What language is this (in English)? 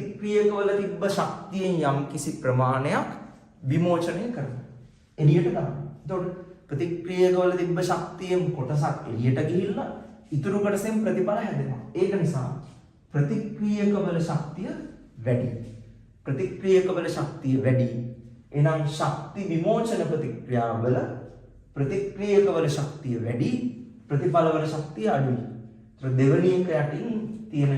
Sinhala